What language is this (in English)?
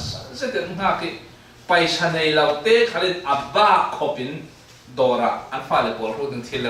Falam Chin